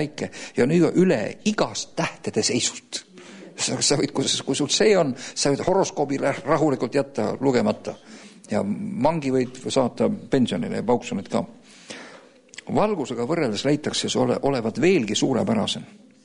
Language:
Estonian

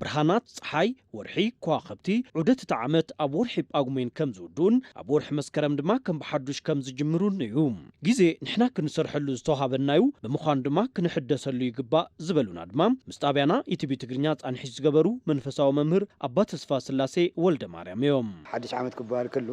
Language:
Tigrinya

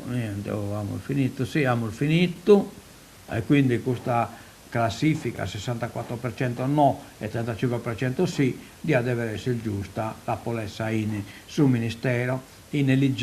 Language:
Sardinian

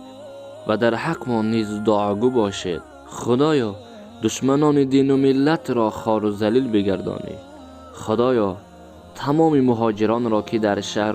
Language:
Tajik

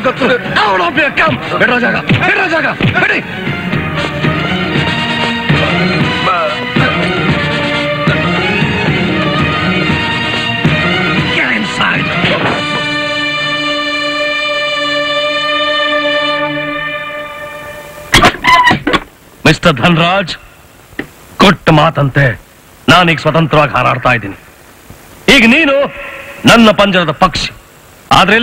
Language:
Kannada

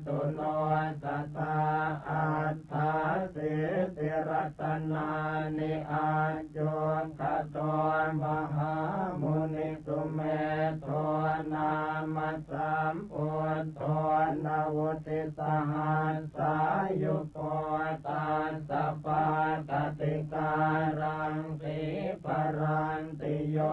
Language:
Pali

